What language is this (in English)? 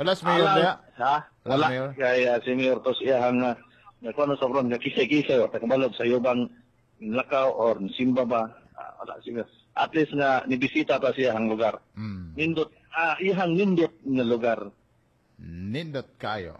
Cebuano